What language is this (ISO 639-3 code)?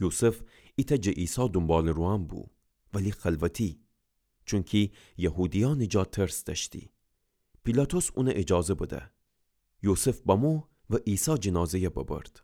glk